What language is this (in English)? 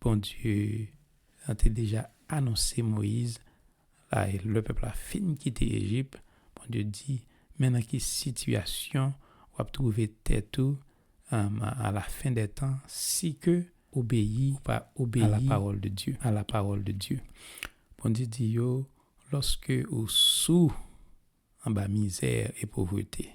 Haitian Creole